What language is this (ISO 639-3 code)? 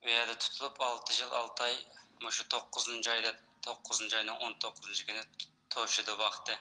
uig